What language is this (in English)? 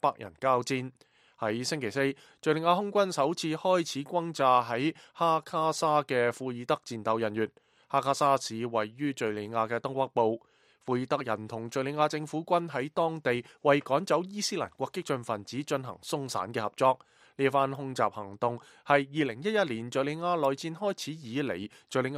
Cantonese